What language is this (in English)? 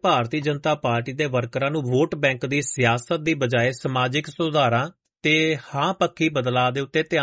Punjabi